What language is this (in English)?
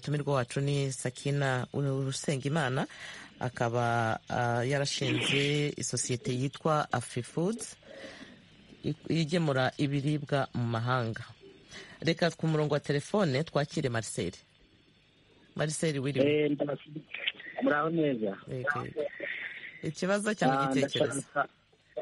Kinyarwanda